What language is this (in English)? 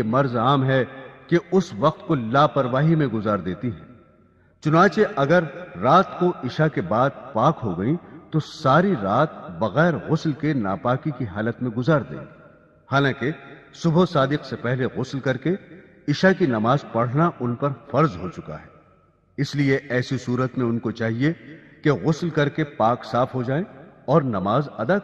Urdu